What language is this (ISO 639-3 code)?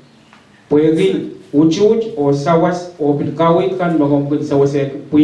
pon